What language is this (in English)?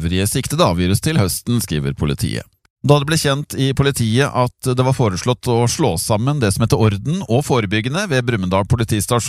Norwegian